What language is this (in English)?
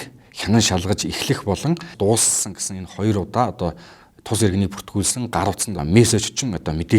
Mongolian